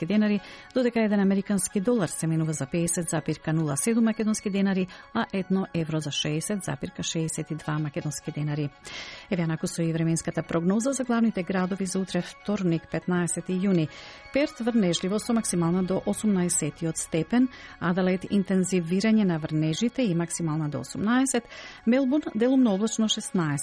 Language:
Macedonian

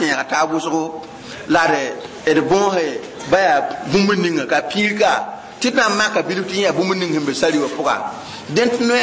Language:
Mossi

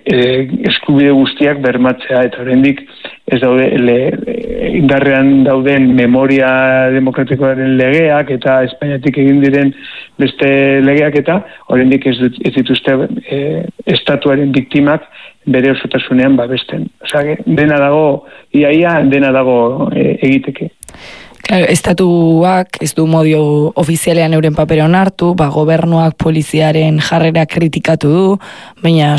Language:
Basque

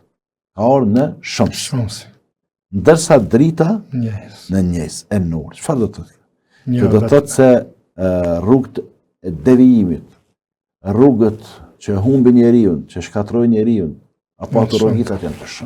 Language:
Albanian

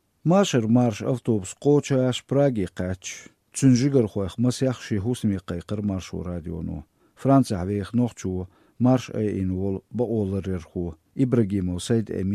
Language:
Chechen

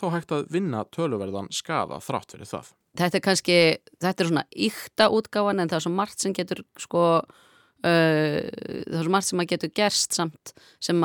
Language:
Icelandic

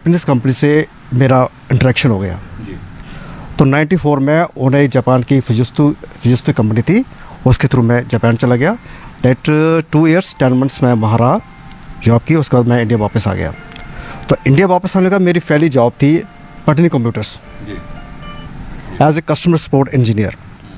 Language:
Hindi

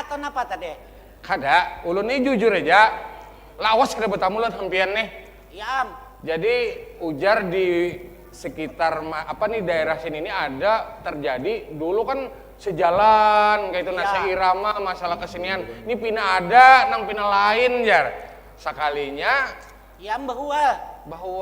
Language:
Banjar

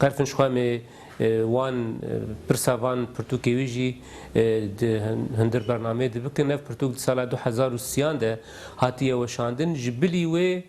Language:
Kurdish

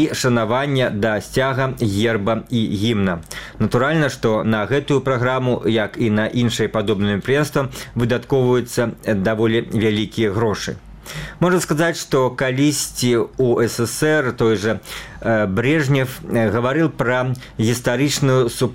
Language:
Belarusian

